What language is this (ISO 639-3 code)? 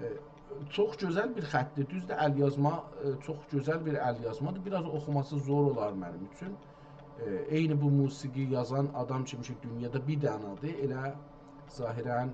azb